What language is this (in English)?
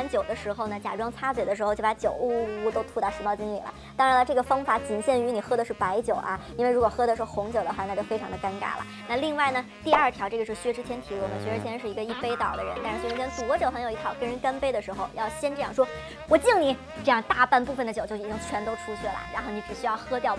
Chinese